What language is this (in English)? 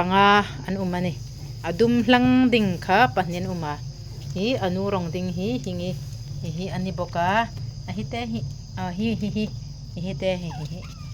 Hmar